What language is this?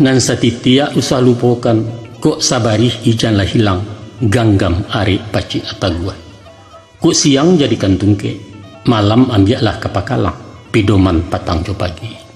Minangkabau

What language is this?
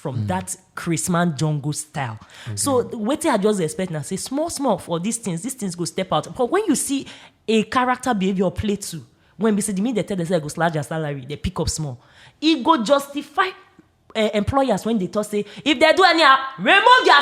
Nigerian Pidgin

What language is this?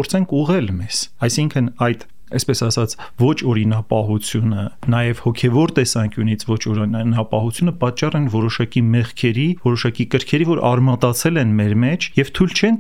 Armenian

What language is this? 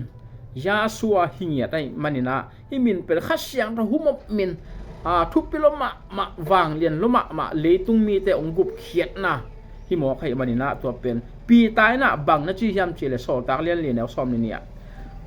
Tedim Chin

